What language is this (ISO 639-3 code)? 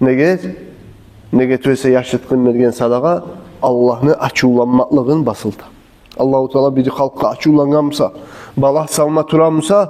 kum